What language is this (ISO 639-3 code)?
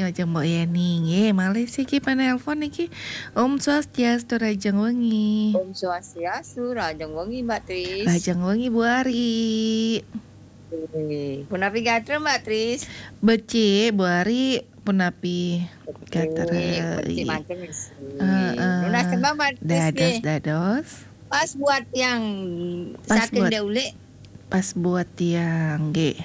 ban